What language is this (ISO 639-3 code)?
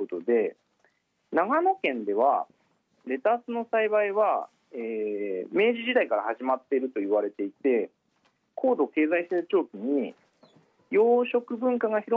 jpn